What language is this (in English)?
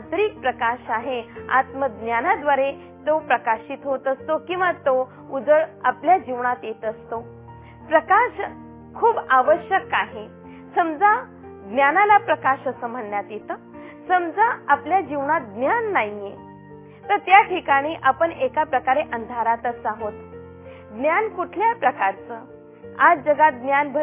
Marathi